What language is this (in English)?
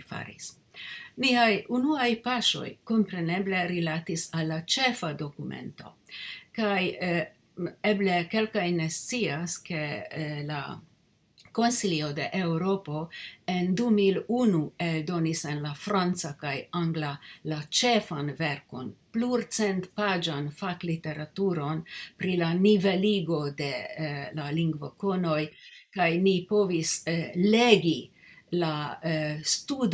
Esperanto